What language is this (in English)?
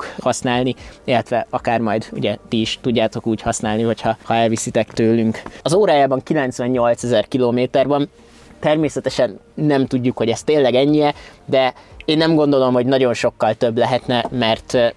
Hungarian